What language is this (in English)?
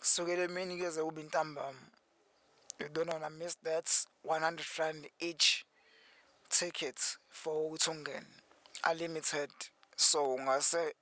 Zulu